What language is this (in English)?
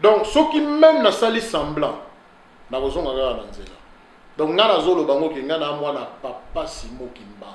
Lingala